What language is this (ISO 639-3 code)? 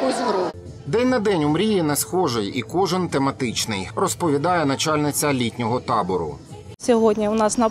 ukr